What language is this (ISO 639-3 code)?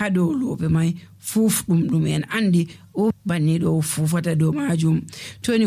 fuv